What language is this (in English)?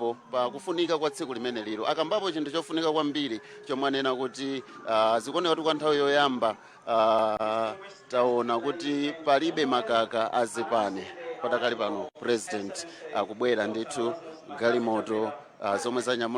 Nyanja